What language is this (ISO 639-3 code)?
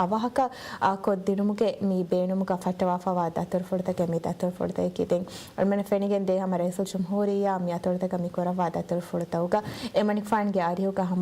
div